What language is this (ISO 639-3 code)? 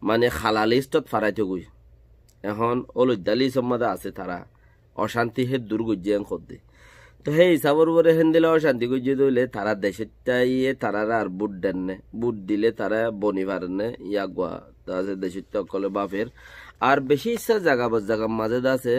rhg